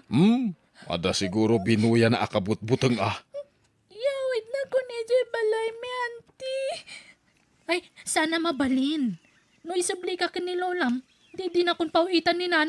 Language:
Iloko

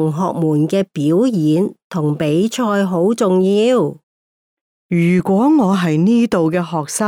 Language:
Cantonese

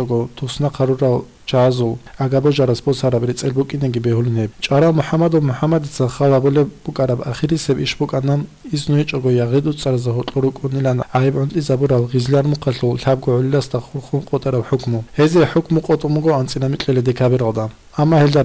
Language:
Avaric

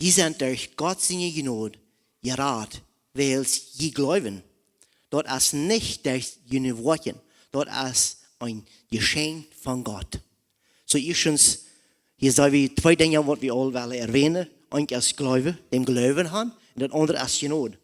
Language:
Plautdietsch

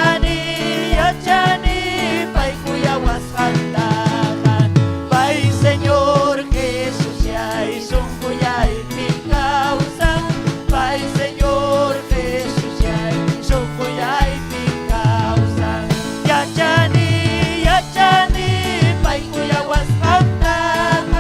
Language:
Ayacucho Quechua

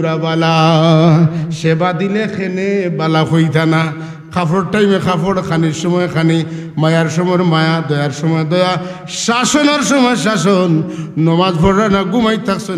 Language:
Sylheti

